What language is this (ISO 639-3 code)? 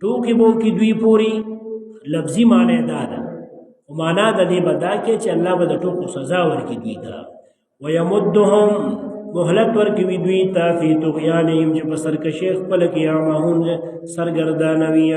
pus